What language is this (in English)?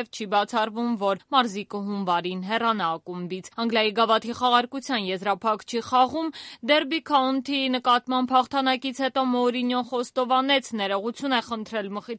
Armenian